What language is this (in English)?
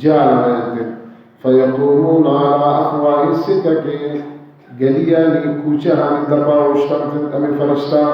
Baluchi